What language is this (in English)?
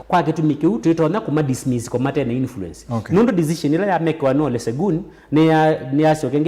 Kamba